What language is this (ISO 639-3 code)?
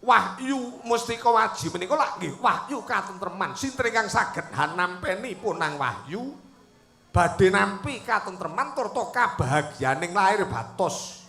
jav